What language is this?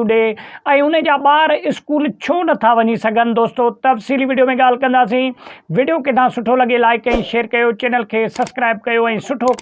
Sindhi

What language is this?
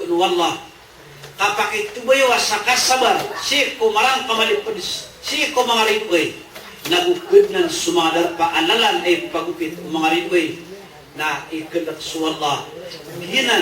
Maranao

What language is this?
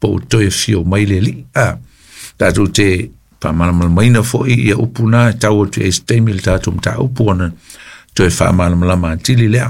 Samoan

